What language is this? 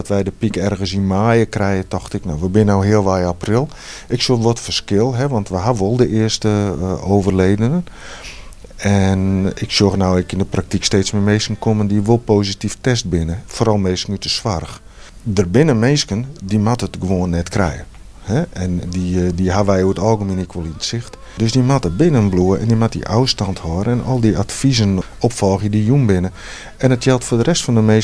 Western Frisian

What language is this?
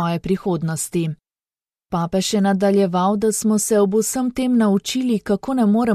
Slovenian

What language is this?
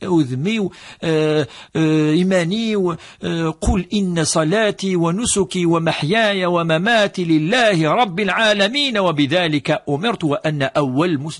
Kabyle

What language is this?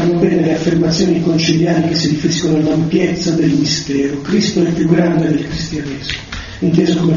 Italian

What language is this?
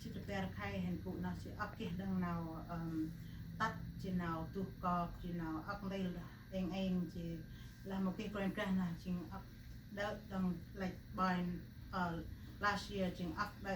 Central Mnong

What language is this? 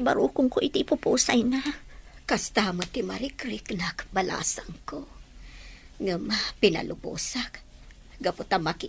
Iloko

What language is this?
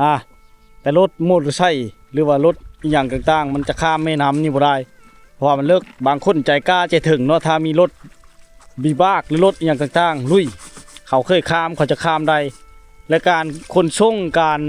Lao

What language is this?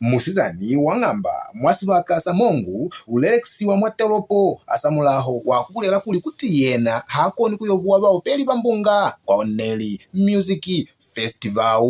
Lozi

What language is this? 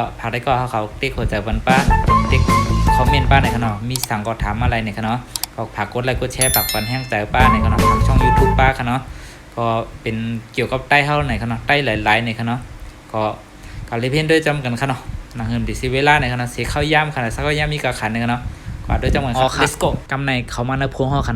Shan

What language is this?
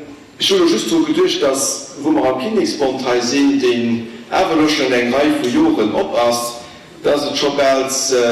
Luxembourgish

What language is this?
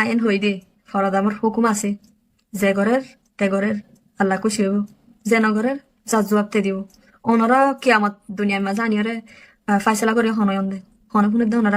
Rohingya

